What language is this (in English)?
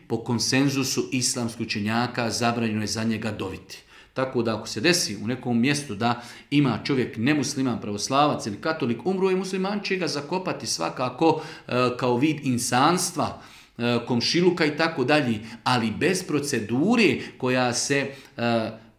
Bosnian